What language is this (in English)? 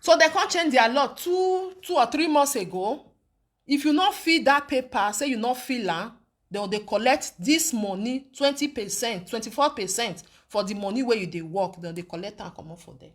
Nigerian Pidgin